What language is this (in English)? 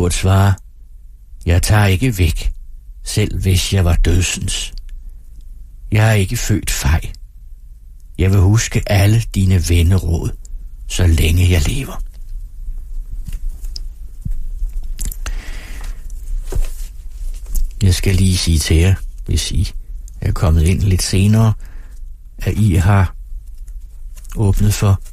Danish